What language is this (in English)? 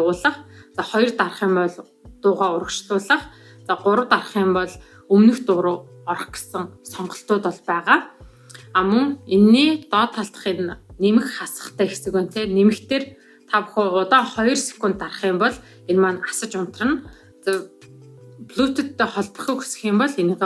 Mongolian